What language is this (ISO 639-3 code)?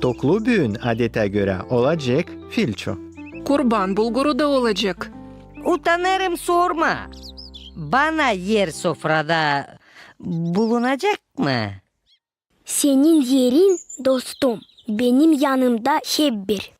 gag